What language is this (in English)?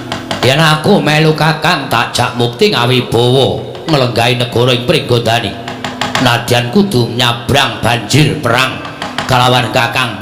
Javanese